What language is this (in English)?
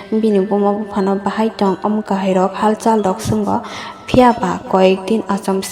Kok Borok